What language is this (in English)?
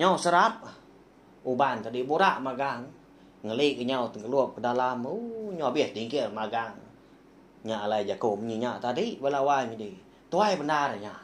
Iban